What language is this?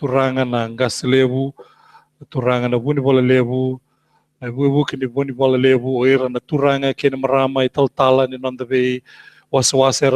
Fijian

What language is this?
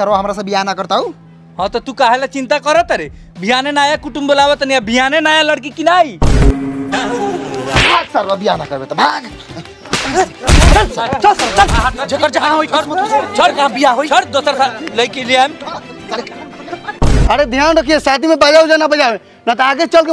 Bhojpuri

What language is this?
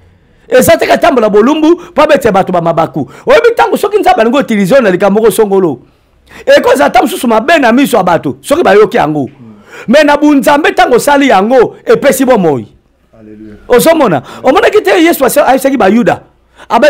Lingala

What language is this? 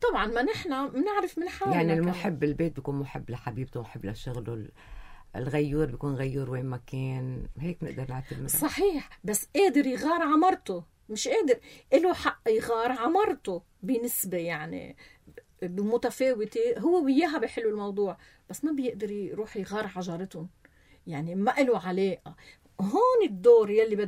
North Levantine Arabic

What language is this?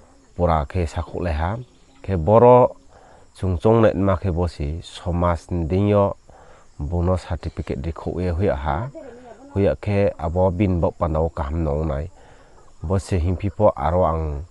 Riang (India)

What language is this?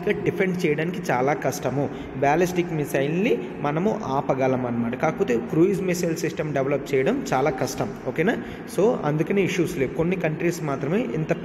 Telugu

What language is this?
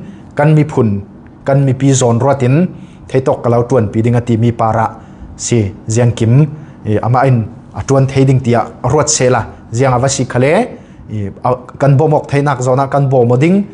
Falam Chin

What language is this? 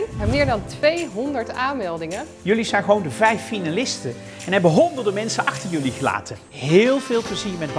Dutch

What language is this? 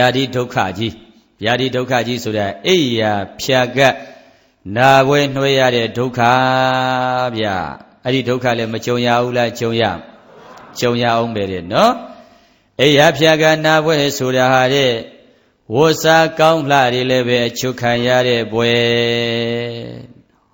Burmese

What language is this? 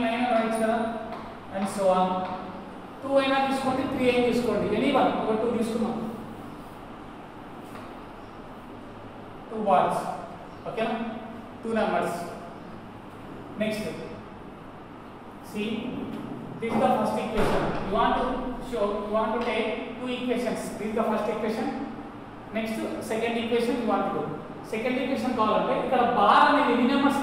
Telugu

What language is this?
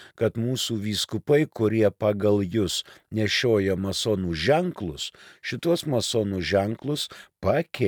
Lithuanian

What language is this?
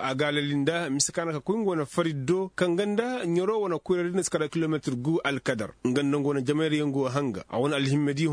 Koyraboro Senni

